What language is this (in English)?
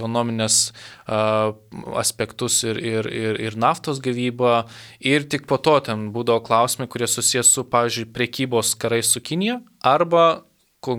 Lithuanian